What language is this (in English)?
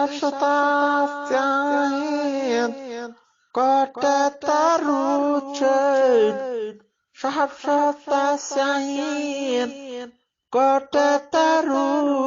Eastern Balochi